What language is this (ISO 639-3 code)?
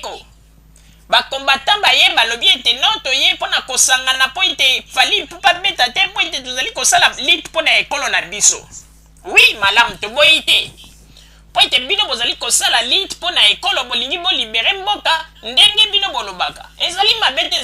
lin